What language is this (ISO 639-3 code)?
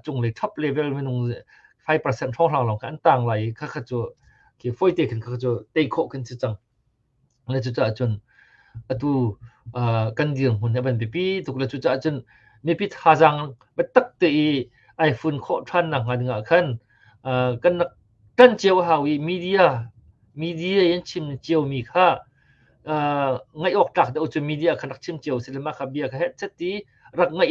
cnh